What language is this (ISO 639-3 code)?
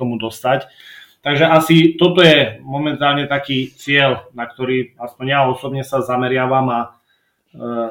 slk